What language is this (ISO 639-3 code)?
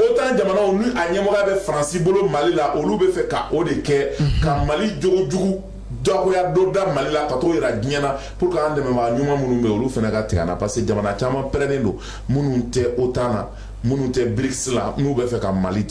bam